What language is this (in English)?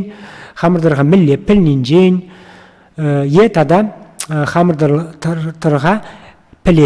Chuvash